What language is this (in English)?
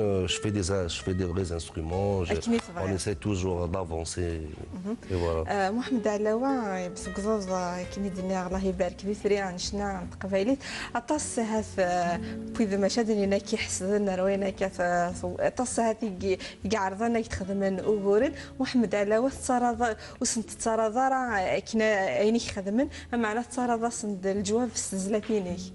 Kabyle